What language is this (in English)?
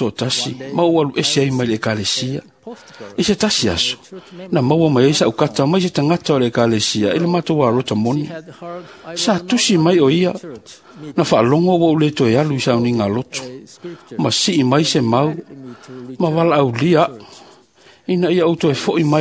Samoan